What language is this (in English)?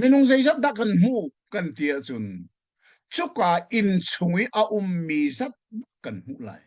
Hakha Chin